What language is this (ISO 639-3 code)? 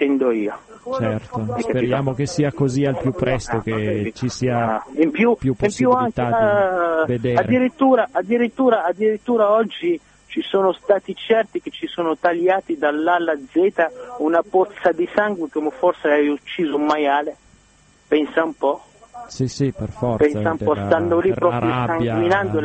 ita